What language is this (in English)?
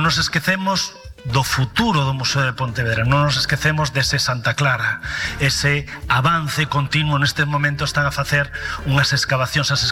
Galician